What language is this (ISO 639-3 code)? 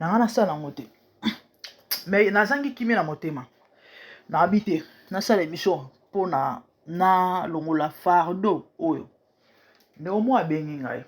lin